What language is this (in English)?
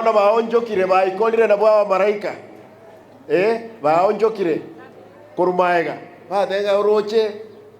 Gusii